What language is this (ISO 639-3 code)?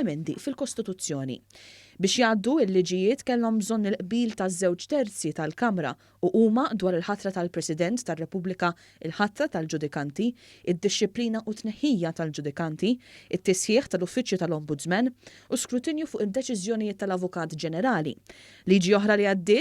mlt